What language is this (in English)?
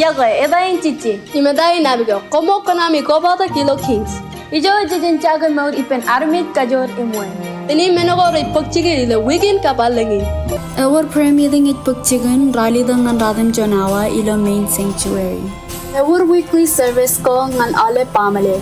Marshallese